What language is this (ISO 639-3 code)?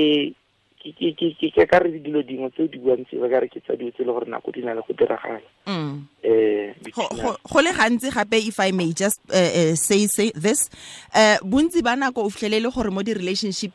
tsn